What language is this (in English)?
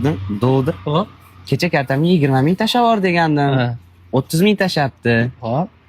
Uzbek